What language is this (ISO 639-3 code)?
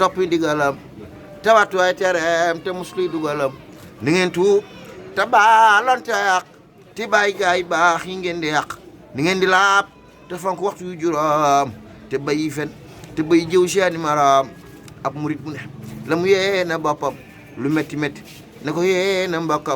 wol